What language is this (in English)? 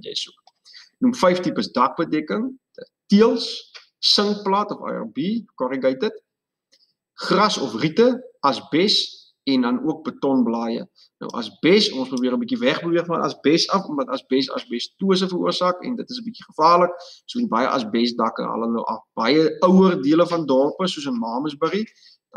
Afrikaans